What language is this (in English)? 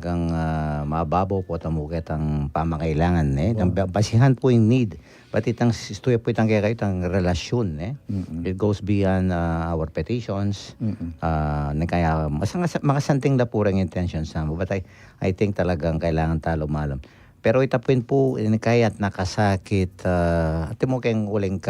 Pampanga